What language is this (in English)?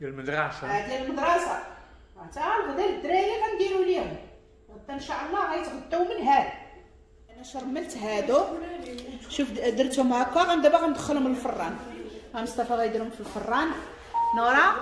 Moroccan Arabic